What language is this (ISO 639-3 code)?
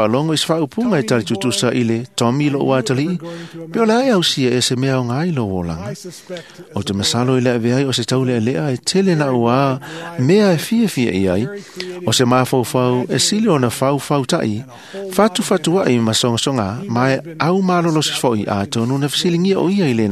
smo